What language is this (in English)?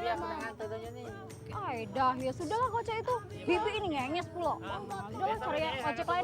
Musi